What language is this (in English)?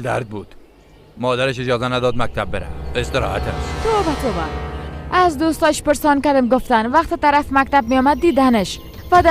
Persian